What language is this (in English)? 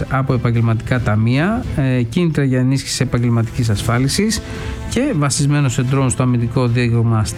Greek